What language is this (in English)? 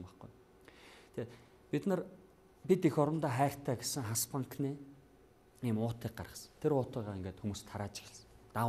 Mongolian